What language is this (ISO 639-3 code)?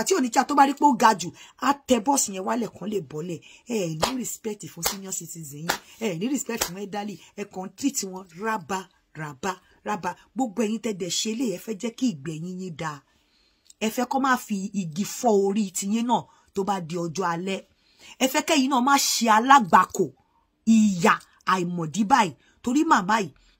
yor